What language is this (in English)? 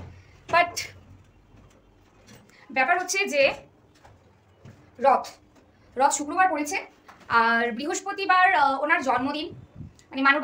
Bangla